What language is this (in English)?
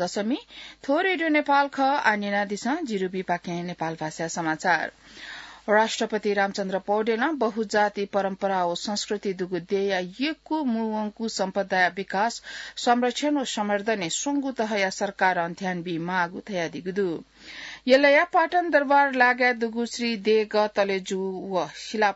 Newari